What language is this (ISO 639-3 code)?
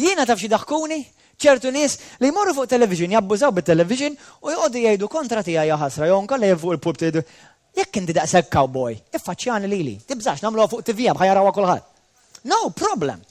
mlt